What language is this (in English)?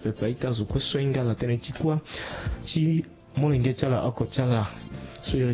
Sango